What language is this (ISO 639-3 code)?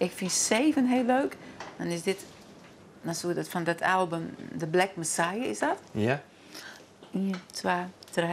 fry